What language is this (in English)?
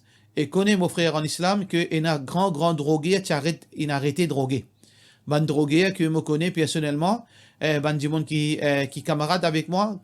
Morisyen